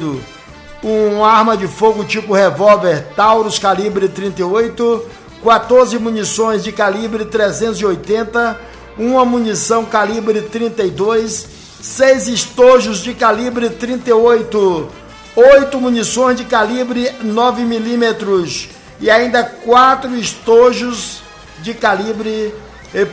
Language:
Portuguese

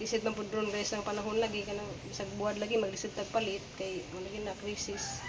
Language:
Cebuano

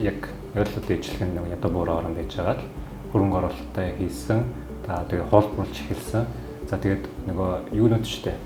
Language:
Mongolian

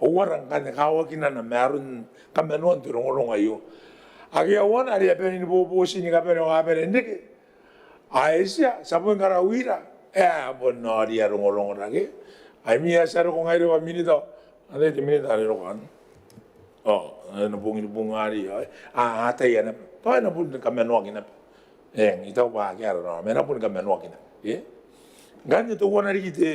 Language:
Gilbertese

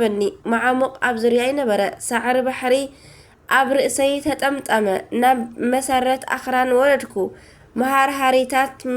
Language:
Tigrinya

